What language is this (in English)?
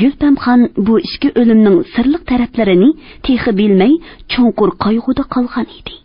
Uyghur